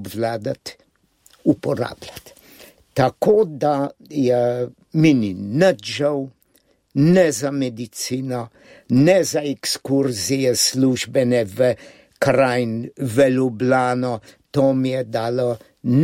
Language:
Slovenian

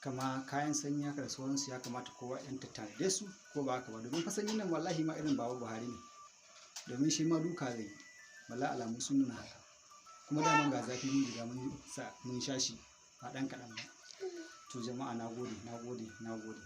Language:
Hausa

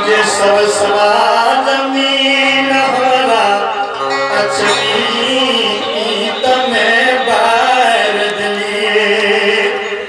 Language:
Maithili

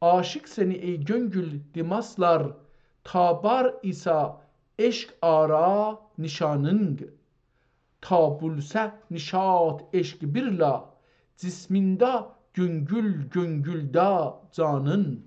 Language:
South Azerbaijani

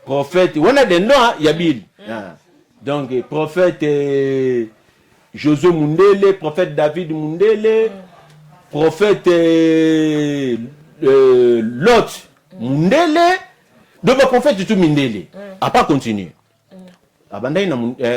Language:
Lingala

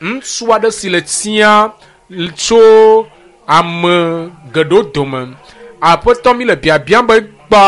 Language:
Ewe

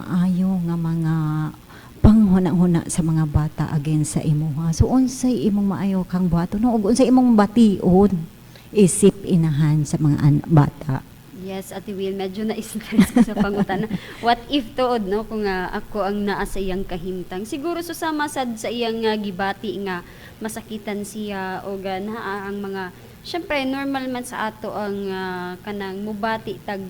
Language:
Cebuano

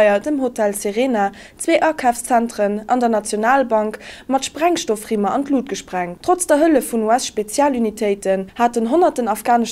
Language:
Luxembourgish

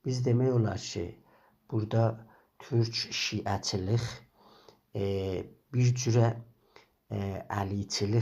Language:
South Azerbaijani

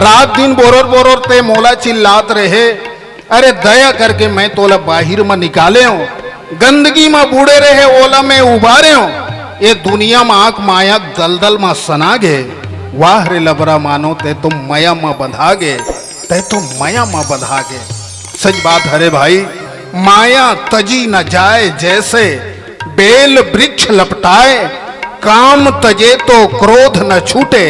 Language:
Chhattisgarhi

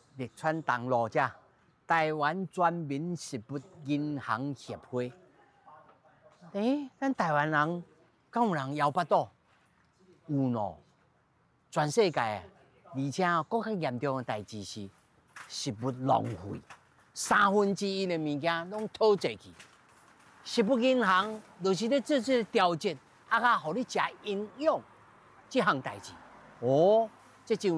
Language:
Min Nan Chinese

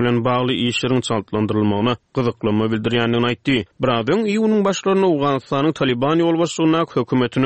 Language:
Turkmen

